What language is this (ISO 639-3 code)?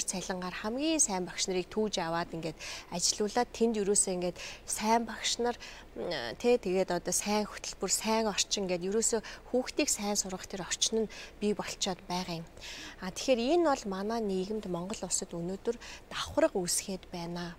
mon